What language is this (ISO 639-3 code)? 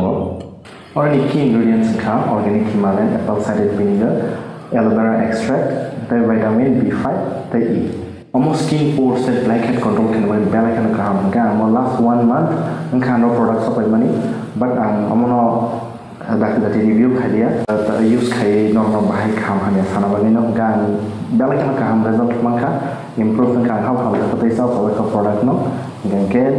trp